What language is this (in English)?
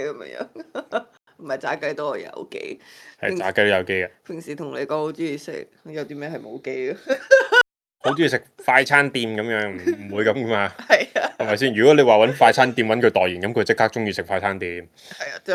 Cantonese